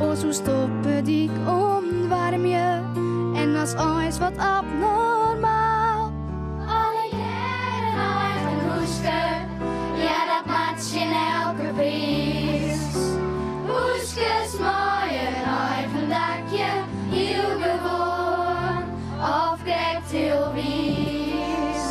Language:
Western Frisian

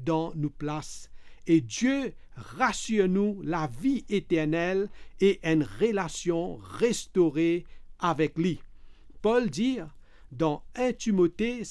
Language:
Morisyen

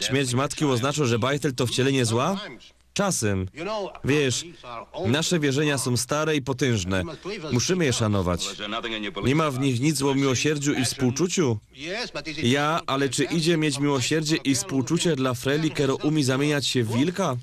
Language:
Silesian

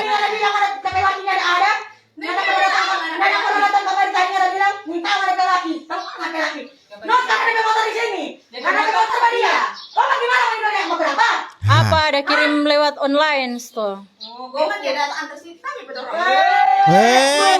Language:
Manado Malay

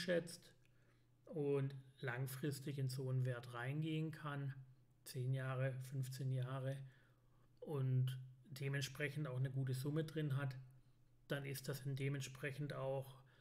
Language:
German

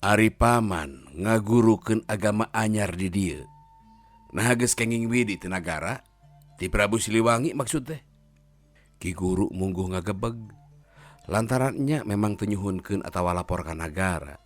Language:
Sundanese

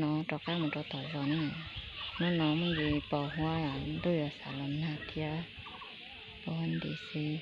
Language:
Hmong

